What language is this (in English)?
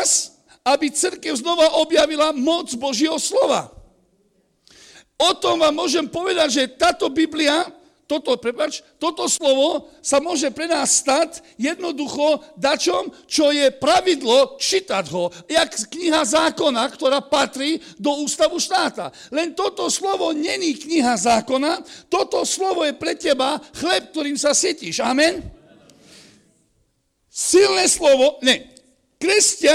Slovak